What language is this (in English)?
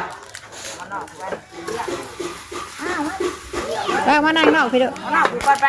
Northeastern Thai